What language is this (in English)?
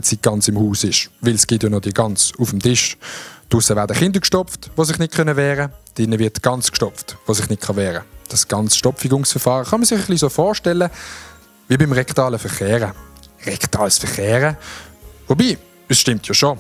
Swiss German